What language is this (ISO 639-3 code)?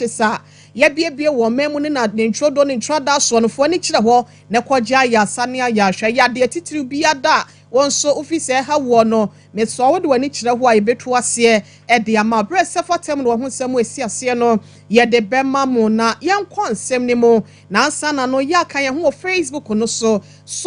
aka